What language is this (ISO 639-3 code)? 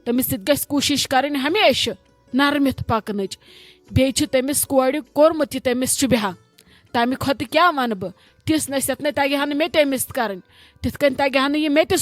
kas